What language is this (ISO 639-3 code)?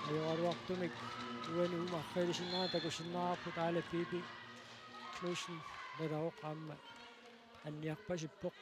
kal